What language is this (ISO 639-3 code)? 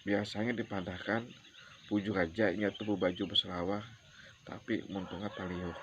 bjn